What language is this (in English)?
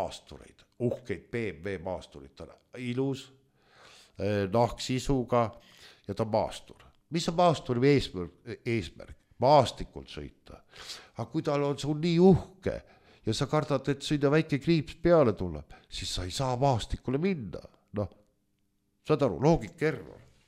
Estonian